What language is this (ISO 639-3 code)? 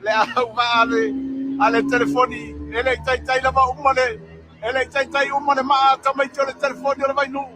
smo